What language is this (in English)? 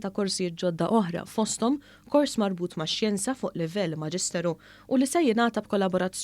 Maltese